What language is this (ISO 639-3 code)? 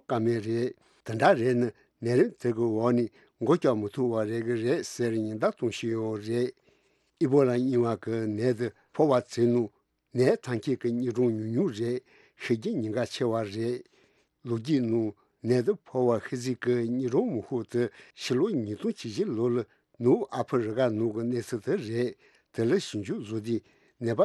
bod